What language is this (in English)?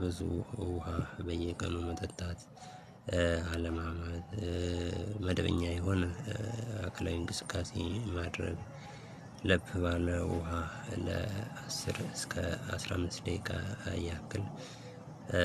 Amharic